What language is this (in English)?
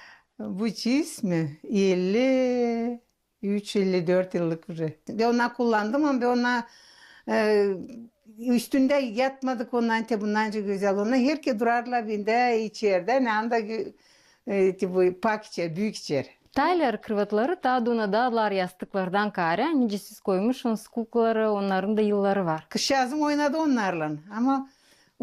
Gagauz